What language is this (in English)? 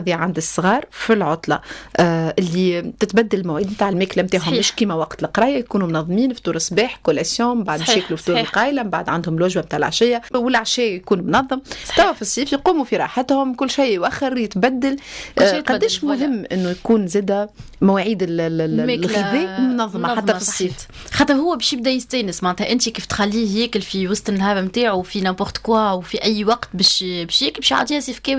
Tunisian Arabic